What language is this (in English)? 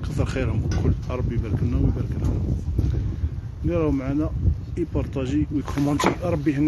Algerian Arabic